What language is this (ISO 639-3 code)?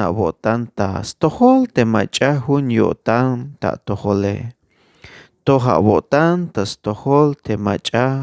tzh